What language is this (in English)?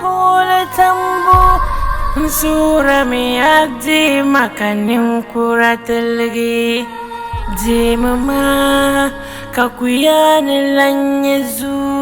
Dagbani